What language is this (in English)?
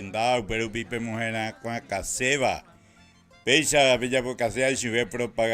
Guarani